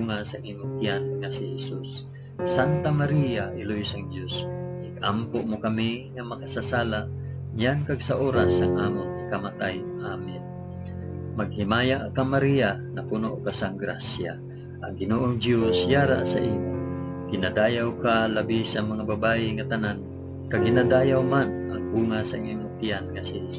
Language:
Hiligaynon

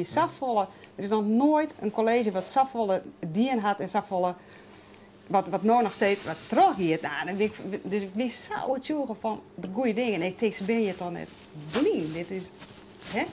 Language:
Western Frisian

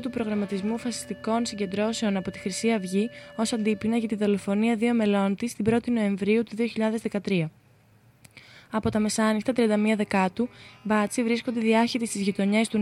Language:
Greek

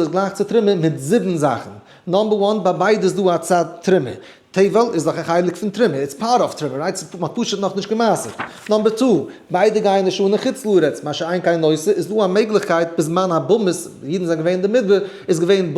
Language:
Yiddish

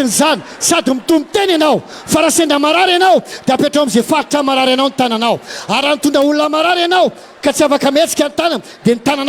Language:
Malagasy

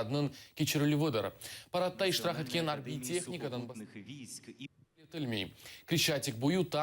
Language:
Crimean Tatar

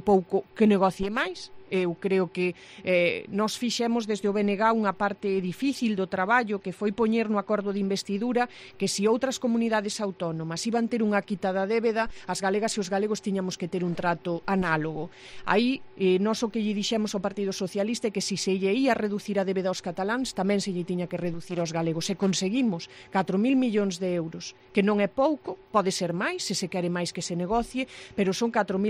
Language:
Galician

